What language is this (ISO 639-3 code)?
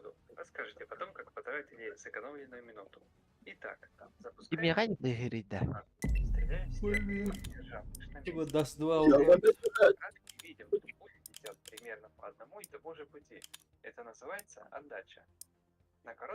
sah